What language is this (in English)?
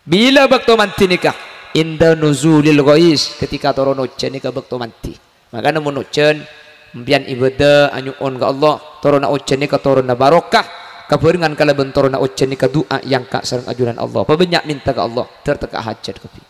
Madurese